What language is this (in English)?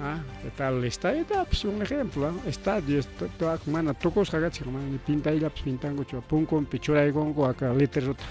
Ayacucho Quechua